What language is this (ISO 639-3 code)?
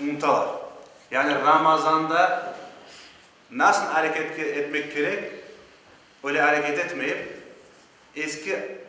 crh